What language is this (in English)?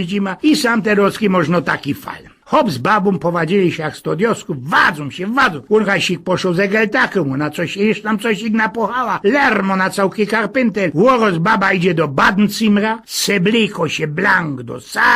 Silesian